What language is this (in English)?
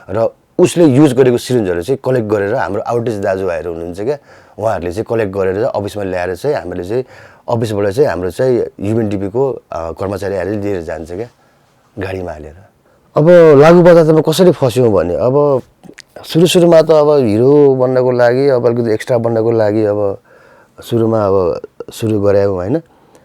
Nepali